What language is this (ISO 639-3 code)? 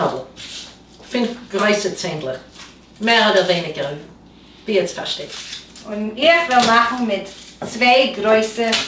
yid